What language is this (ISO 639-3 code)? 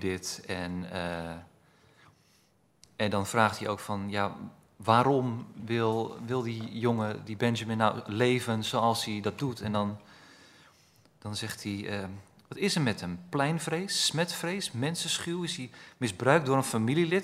nld